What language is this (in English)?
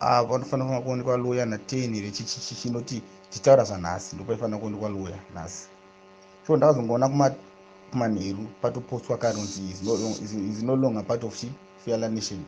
Shona